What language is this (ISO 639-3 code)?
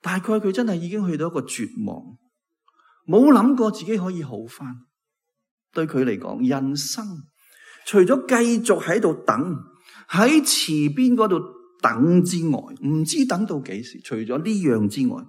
yue